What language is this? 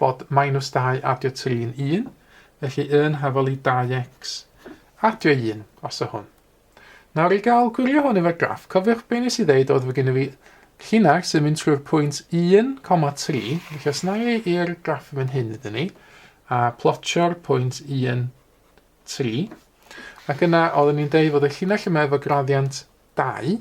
Welsh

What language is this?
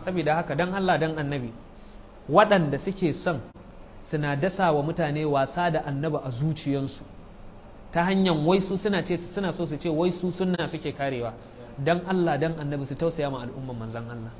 Hausa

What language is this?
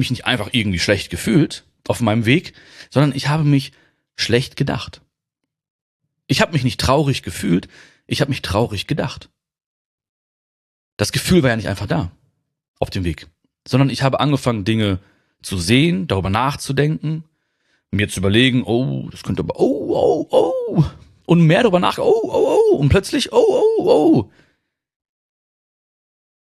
German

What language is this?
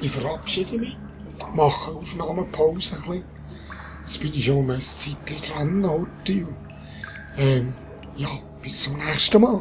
Swiss German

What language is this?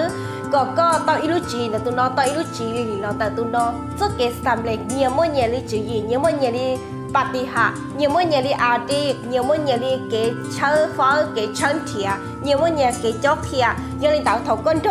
Hmong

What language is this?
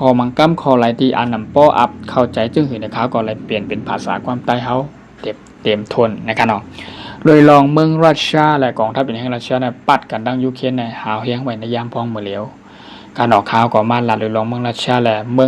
Shan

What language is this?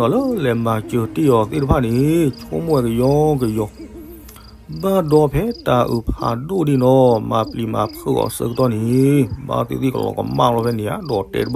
S'gaw Karen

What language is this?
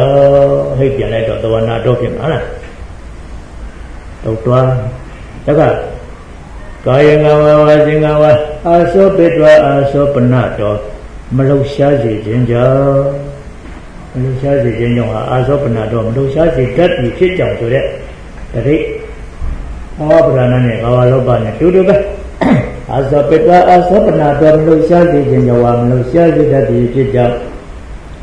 Burmese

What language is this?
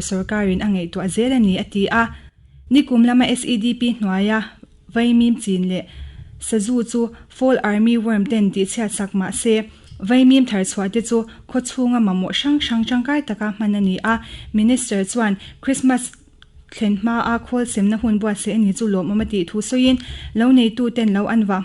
Mizo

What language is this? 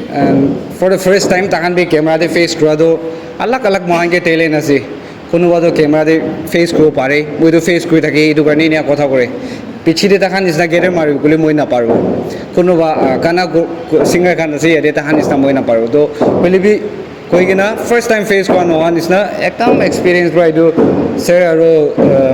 Naga Pidgin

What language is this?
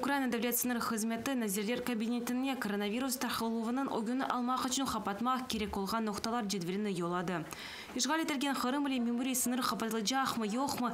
Crimean Tatar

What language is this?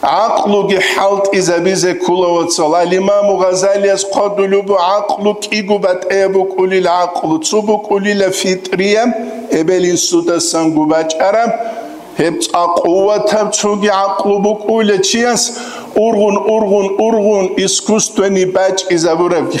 Avaric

